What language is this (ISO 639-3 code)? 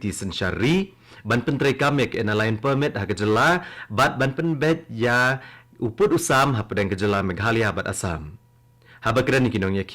kha